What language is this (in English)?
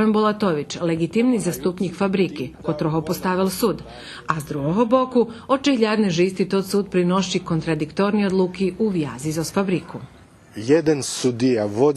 Rusyn